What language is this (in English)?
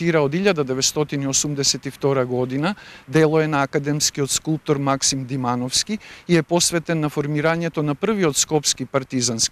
Macedonian